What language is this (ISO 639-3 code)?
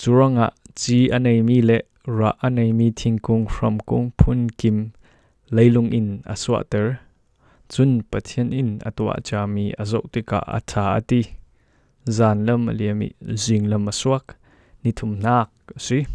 cfm